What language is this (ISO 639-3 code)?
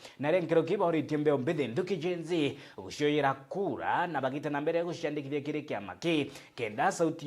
mer